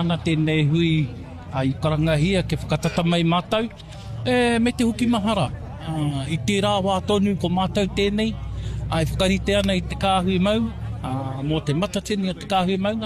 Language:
Māori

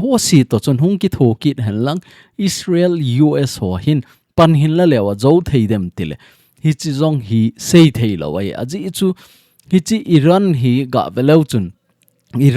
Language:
Thado Chin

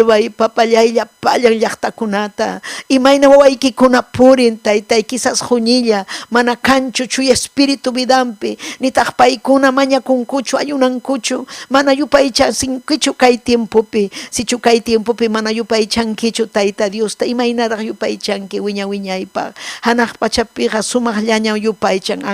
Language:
Ayacucho Quechua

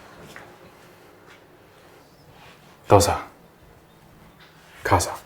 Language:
Min Nan Chinese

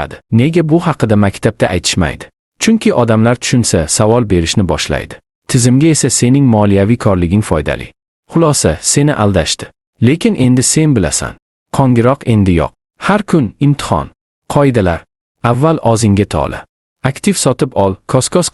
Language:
Uzbek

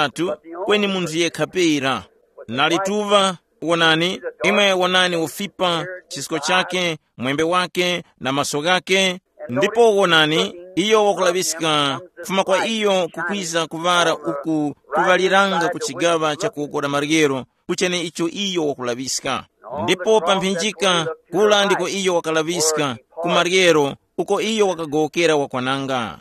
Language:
Tumbuka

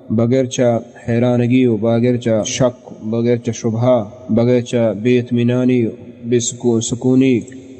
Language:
Baluchi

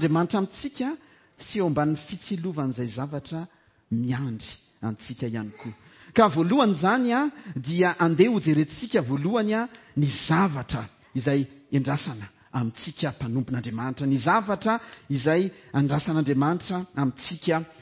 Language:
Malagasy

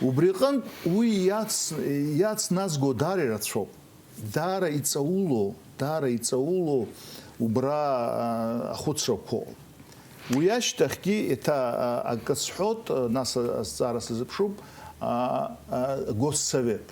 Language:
Abkhazian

